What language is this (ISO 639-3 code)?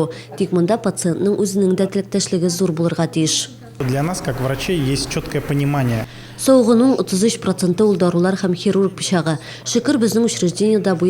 tat